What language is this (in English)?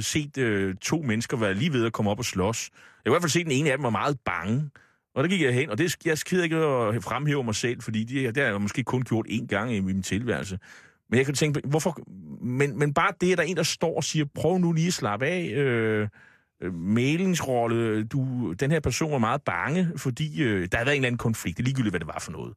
Danish